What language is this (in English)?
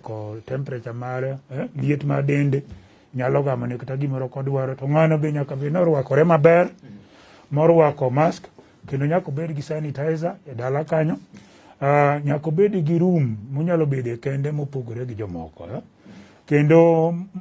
Luo (Kenya and Tanzania)